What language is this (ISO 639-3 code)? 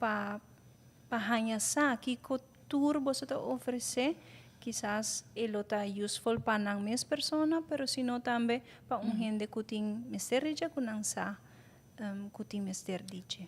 pap